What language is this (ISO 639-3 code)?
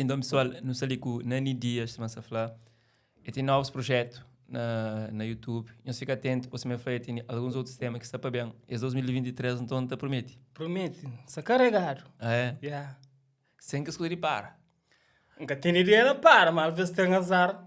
kea